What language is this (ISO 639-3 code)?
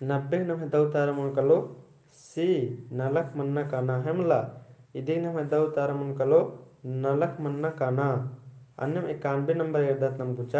kru